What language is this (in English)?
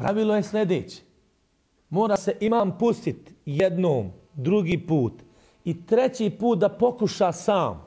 Bosnian